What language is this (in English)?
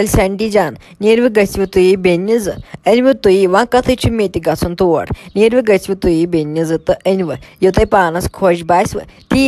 Kashmiri